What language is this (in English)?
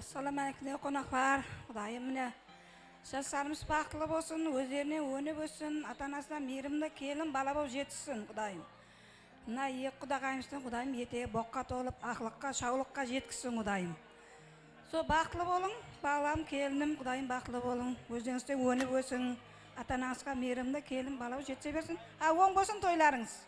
Kara-Kalpak